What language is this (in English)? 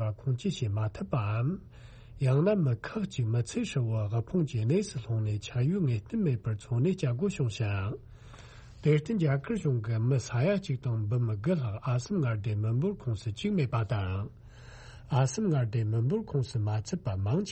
Tibetan